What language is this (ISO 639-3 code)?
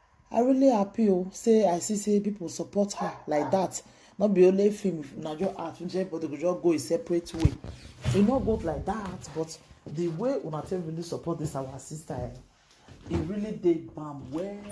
pcm